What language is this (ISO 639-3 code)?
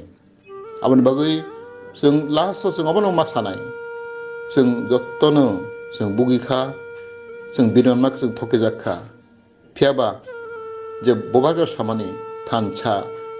trp